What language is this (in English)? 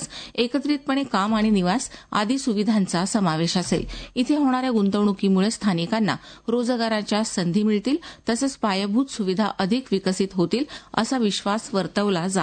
Marathi